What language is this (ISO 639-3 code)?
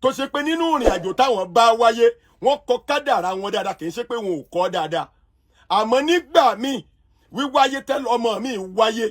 yor